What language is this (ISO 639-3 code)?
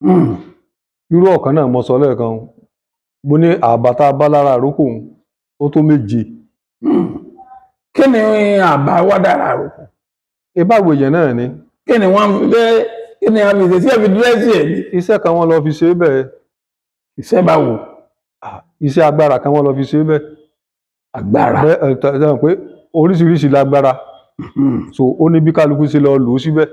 yor